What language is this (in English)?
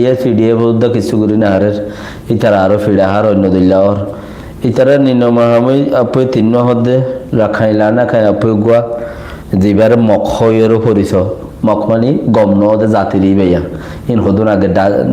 Rohingya